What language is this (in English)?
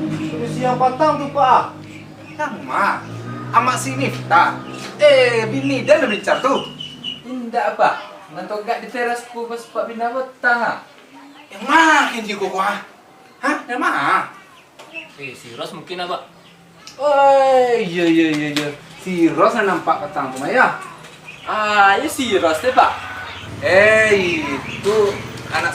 Minangkabau